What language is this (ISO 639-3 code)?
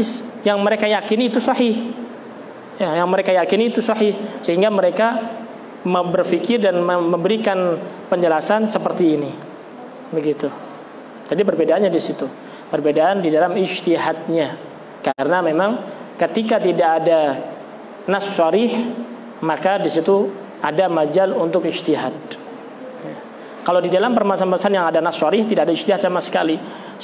ind